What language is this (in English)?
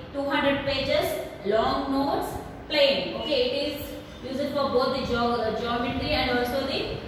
English